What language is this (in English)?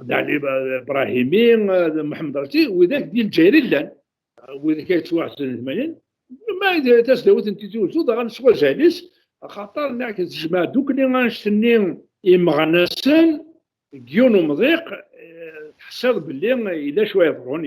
Kabyle